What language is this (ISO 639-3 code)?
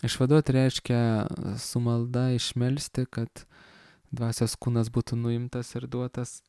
lit